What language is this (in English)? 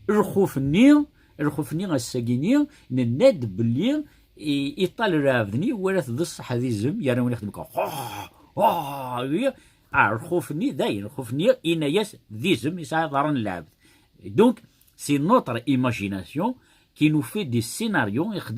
Kabyle